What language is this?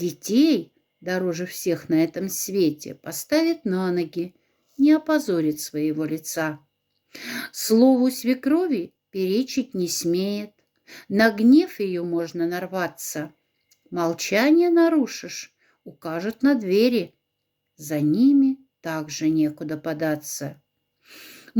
Moksha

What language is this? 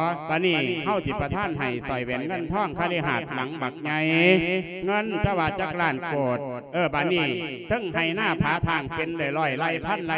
Lao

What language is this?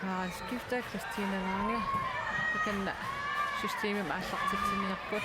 Kalaallisut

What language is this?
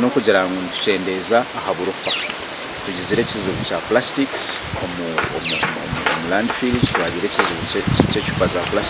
Nyankole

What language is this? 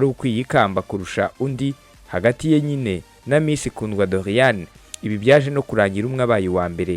Kinyarwanda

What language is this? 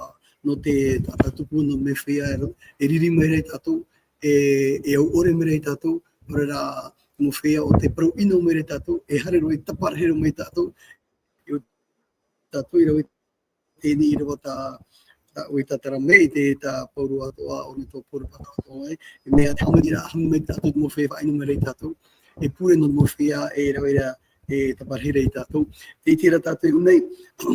Tahitian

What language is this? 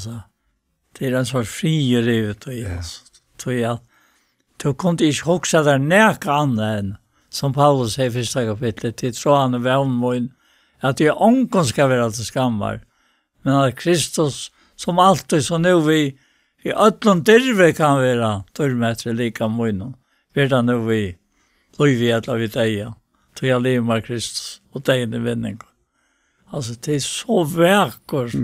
Faroese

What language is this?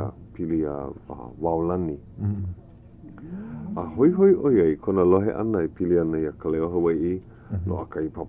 Hawaiian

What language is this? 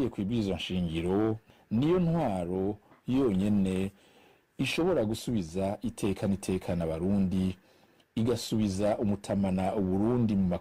Rundi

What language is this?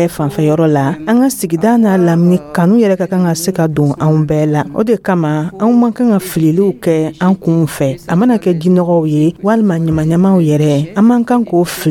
Dyula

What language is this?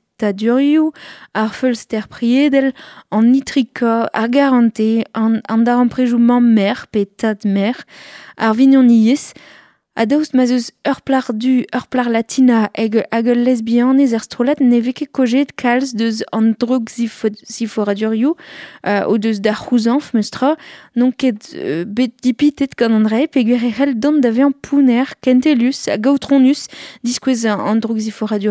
Breton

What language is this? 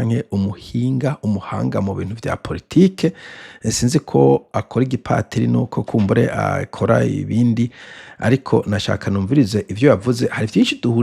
Rundi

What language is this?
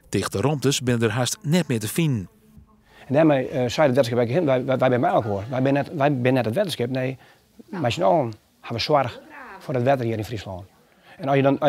Western Frisian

